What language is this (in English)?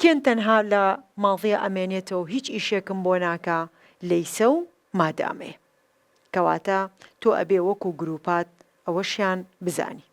Central Kurdish